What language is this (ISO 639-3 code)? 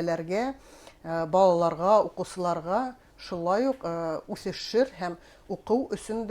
bak